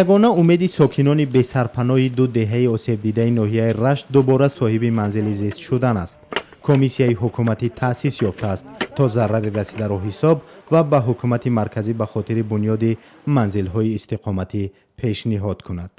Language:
Tajik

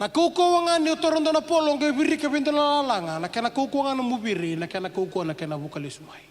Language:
Fijian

